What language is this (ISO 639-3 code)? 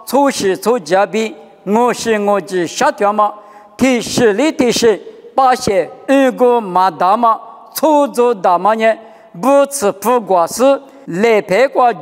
lis